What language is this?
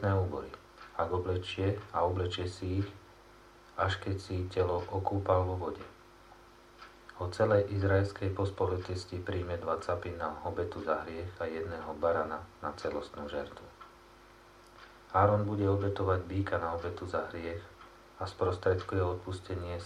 Slovak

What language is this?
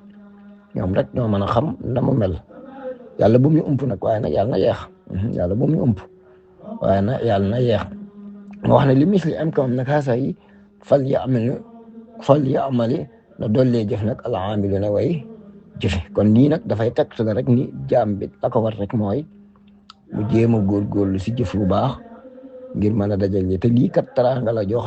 Wolof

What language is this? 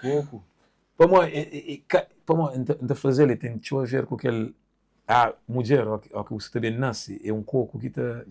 Kabuverdianu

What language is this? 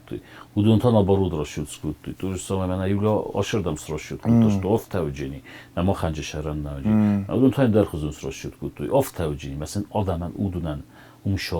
Ossetic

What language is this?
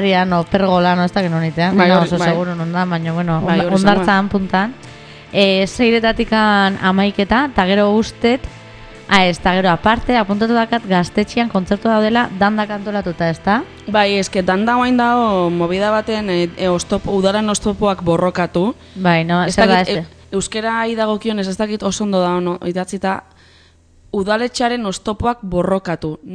Basque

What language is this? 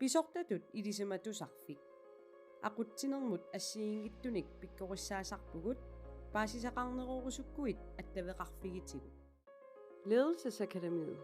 Kalaallisut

